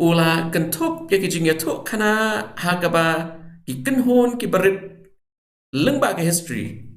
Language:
Khasi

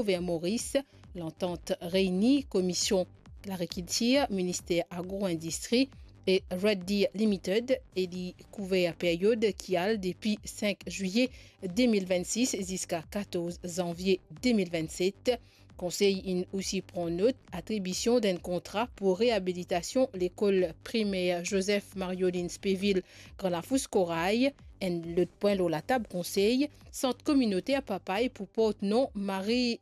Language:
Morisyen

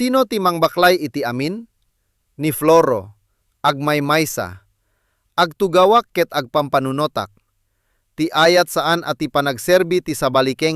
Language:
Iloko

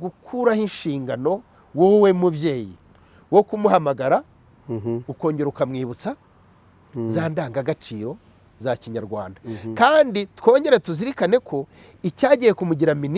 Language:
Kinyarwanda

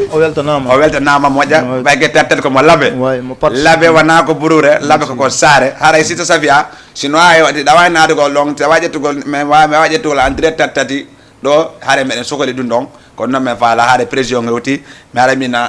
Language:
Fula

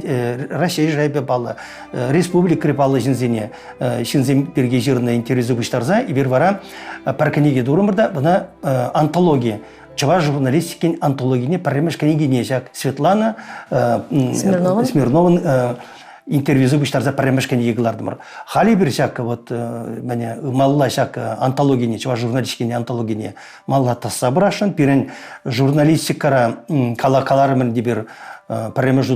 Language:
Chuvash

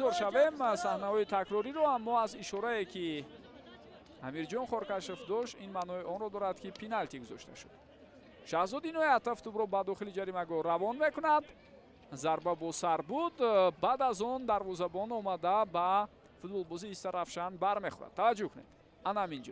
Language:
Tajik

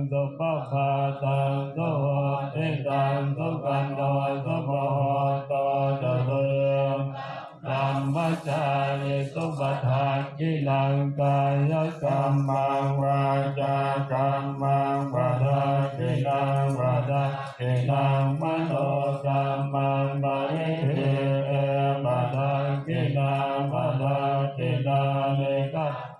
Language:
Pali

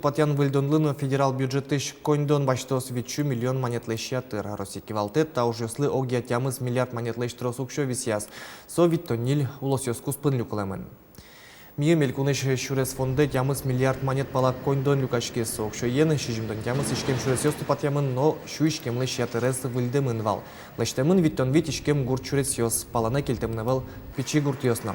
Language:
Udmurt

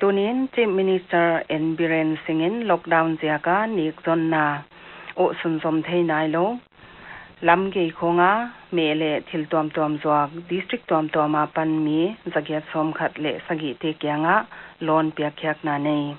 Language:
Paite Chin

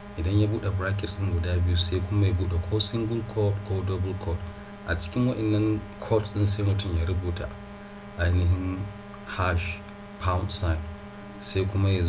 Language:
Hausa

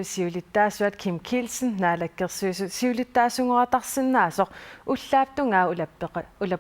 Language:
Kalaallisut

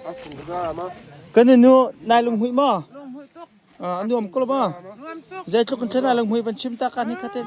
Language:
Hakha Chin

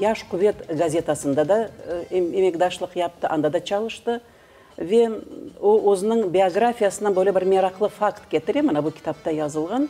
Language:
Crimean Tatar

